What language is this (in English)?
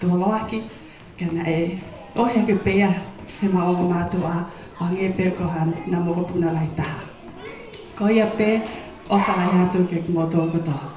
Tongan